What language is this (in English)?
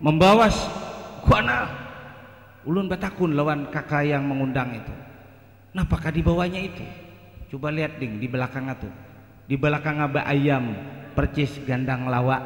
Banjar